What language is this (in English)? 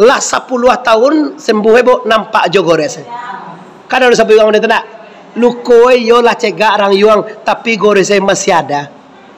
Minangkabau